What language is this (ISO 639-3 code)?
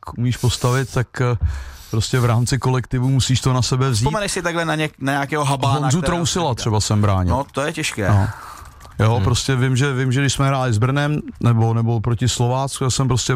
ces